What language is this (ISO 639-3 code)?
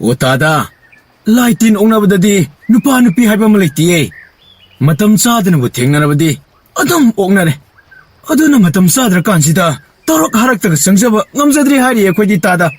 mni